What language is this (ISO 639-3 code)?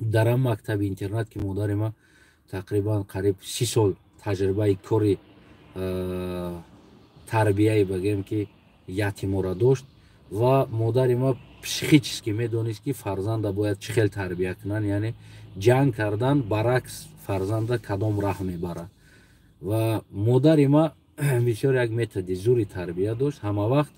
tgk